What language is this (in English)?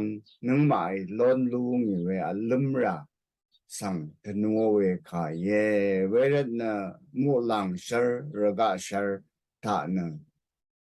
Rawang